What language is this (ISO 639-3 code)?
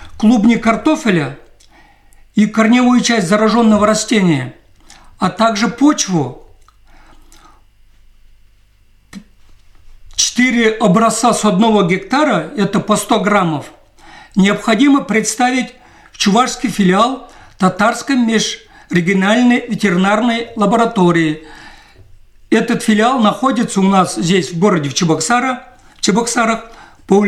rus